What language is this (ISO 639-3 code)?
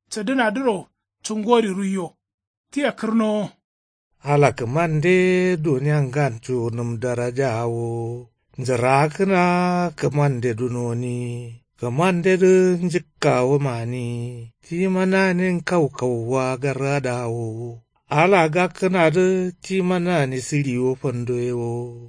kau